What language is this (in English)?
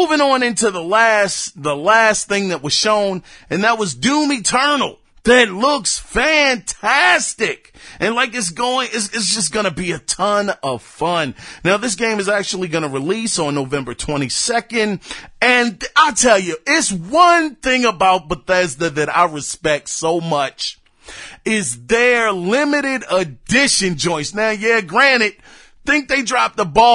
English